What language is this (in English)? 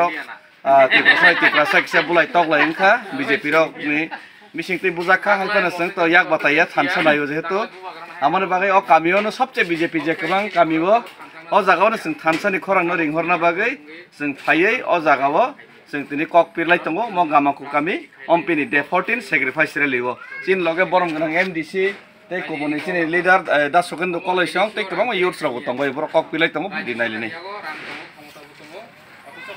Kok Borok